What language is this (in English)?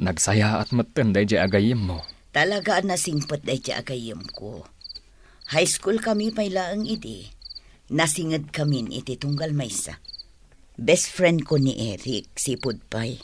Iloko